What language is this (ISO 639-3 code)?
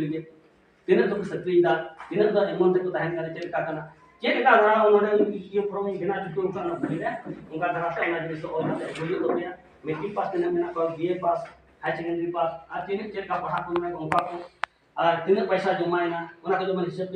sat